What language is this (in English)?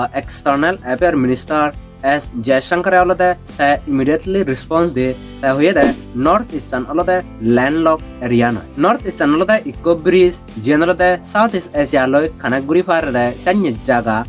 Chakma